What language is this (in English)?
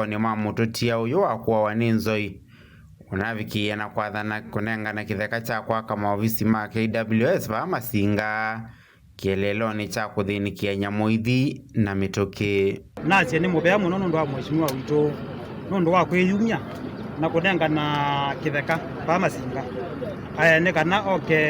Kamba